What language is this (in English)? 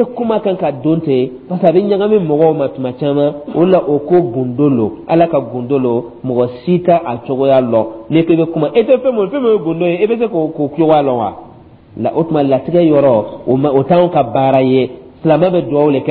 Dyula